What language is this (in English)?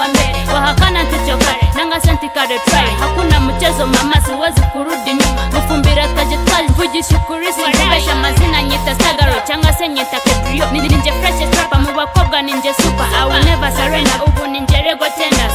Kinyarwanda